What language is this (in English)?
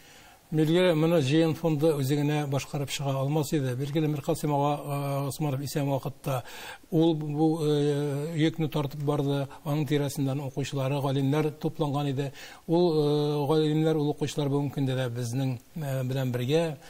Tatar